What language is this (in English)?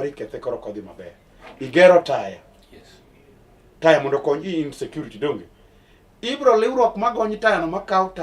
Luo (Kenya and Tanzania)